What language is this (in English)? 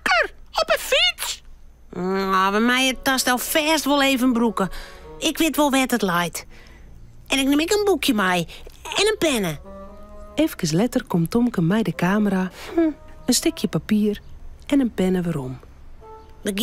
Western Frisian